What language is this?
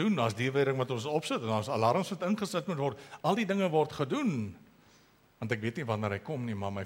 Afrikaans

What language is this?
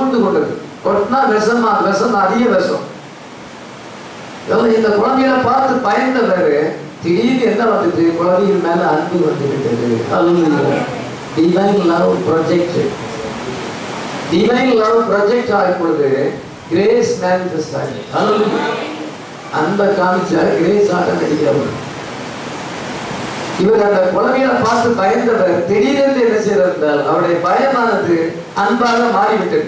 Tamil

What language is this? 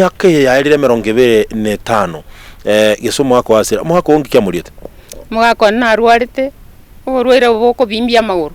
Gusii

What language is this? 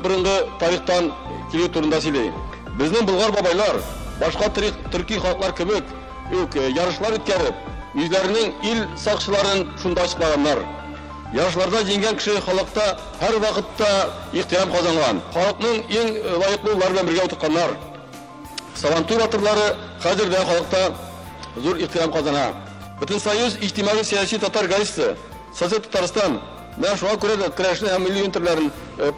Tatar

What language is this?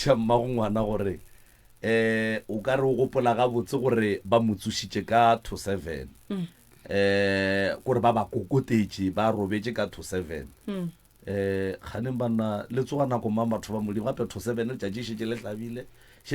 Northern Sotho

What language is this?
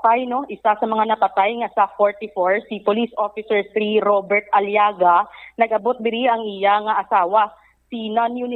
Hiligaynon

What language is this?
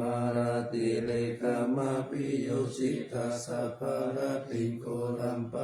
Pali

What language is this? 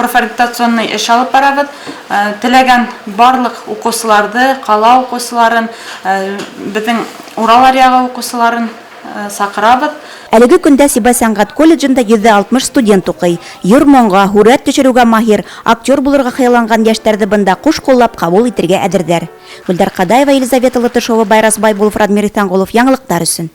Bashkir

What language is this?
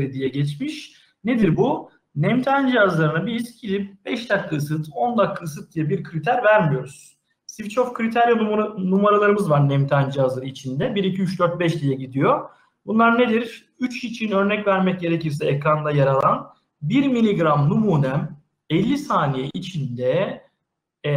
Turkish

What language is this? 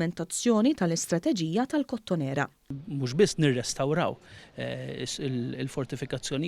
Maltese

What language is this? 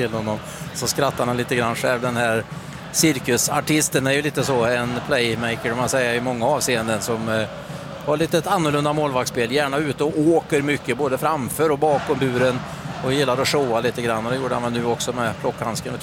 Swedish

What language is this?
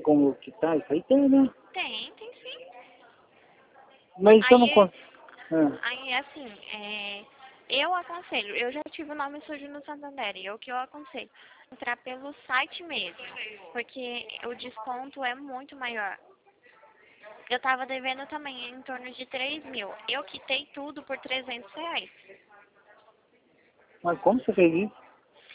Portuguese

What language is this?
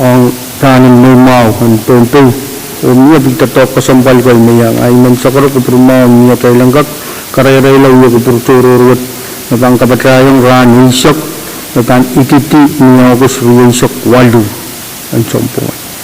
Pohnpeian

